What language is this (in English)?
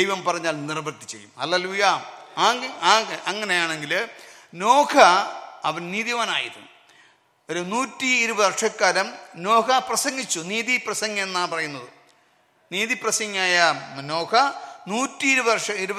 Malayalam